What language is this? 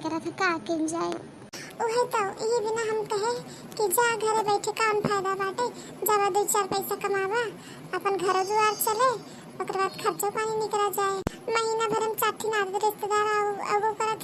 Awadhi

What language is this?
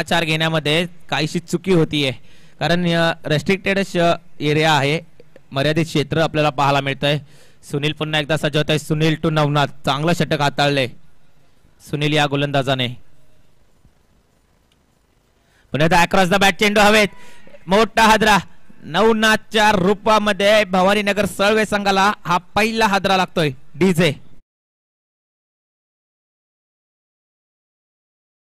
Marathi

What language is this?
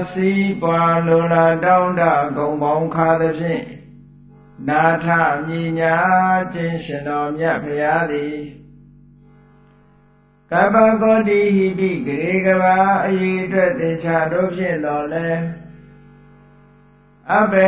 Burmese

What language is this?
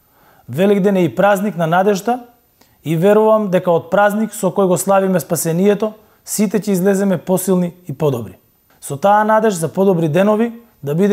Macedonian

